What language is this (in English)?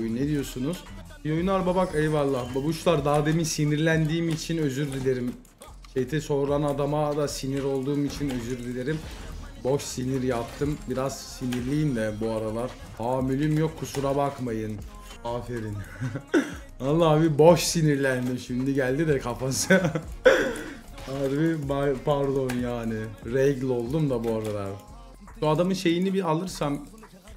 Turkish